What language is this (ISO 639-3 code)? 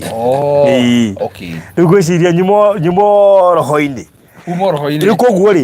kik